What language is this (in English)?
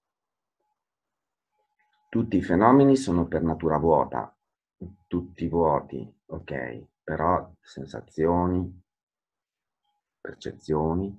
Italian